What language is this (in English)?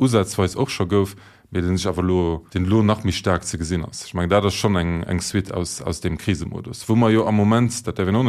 Luxembourgish